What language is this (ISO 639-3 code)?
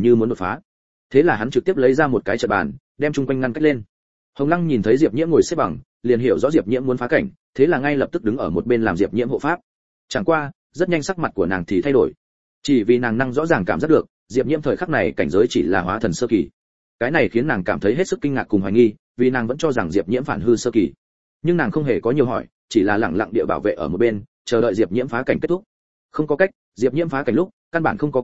vie